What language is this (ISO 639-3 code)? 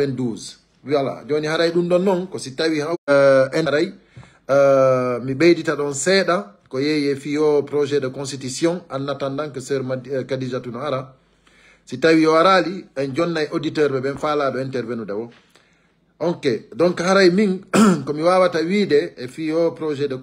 ful